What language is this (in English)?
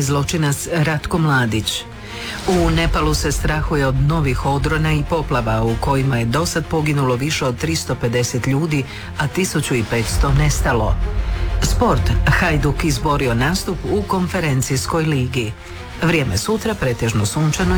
Croatian